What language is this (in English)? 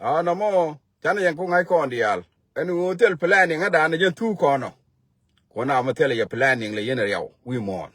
Nuer